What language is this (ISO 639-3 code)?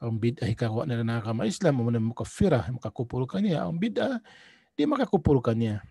tsg